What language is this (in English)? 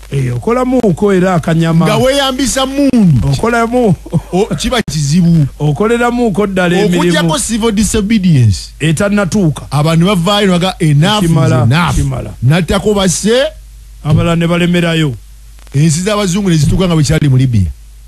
Ganda